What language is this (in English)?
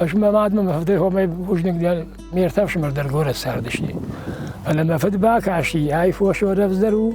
Ossetic